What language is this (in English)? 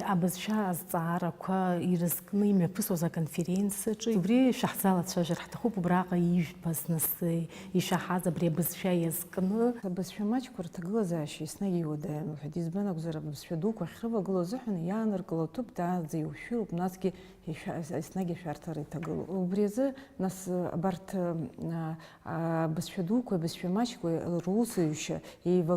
Abkhazian